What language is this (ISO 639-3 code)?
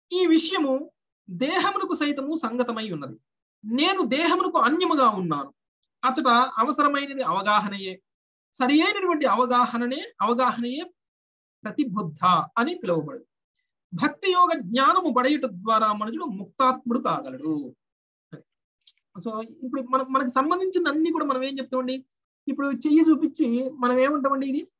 tel